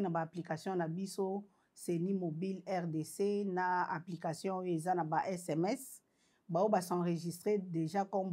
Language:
Lingala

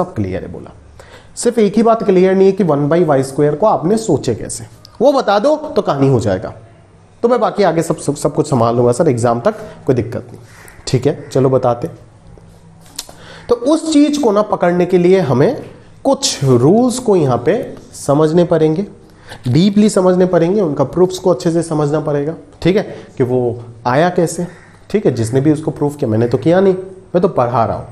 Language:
Hindi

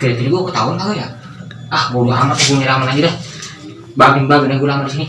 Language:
Betawi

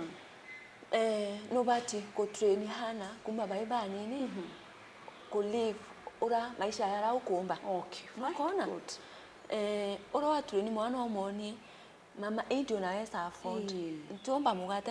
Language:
Meru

